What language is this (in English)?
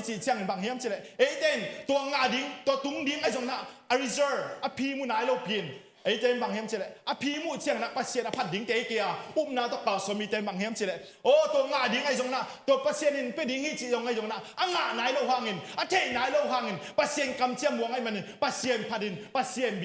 Tedim Chin